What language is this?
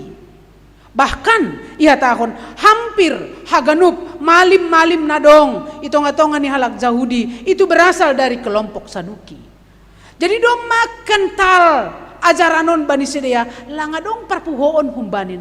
Batak Simalungun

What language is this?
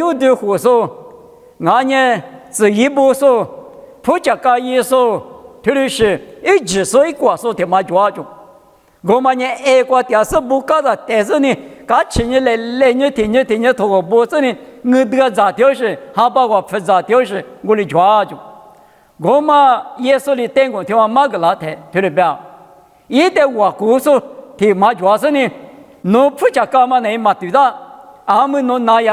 Lisu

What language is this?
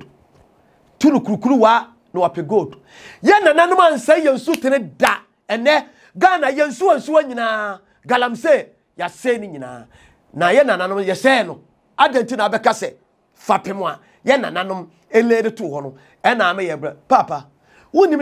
Akan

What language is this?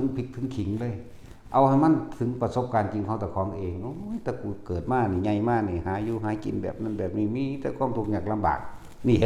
Northeastern Thai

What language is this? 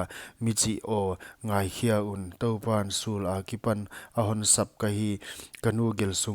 Paite Chin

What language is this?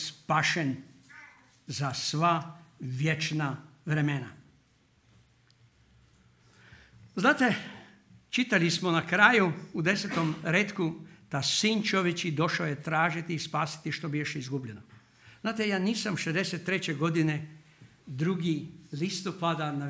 Croatian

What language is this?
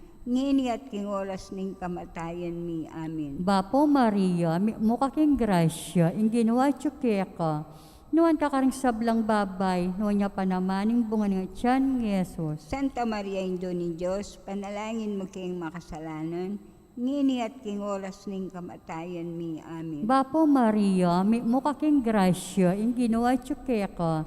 Pampanga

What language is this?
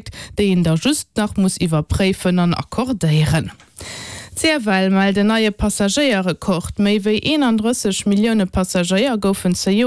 Luxembourgish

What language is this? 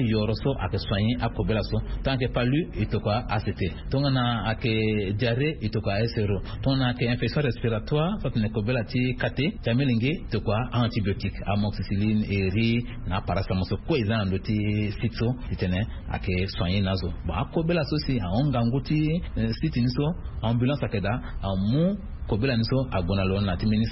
Sango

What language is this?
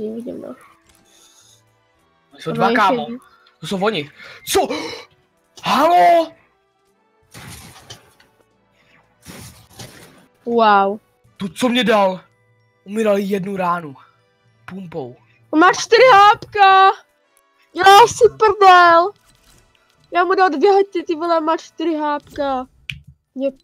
Czech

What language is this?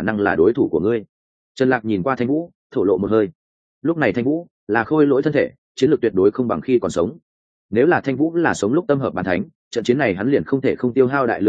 Vietnamese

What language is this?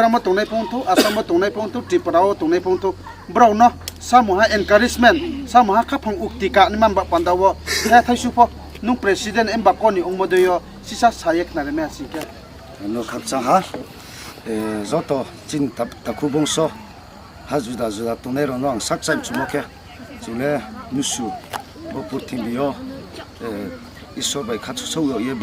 Riang (India)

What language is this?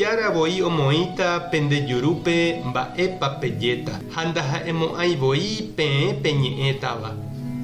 Guarani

